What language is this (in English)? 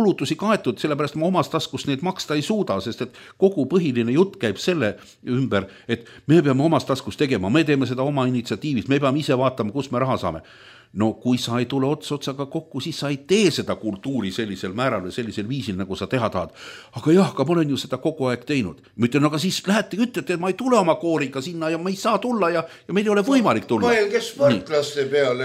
Estonian